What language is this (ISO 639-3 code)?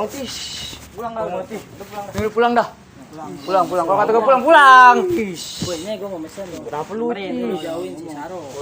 bew